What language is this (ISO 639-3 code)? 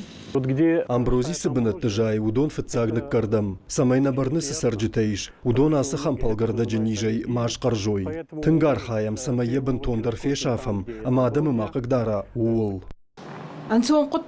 oss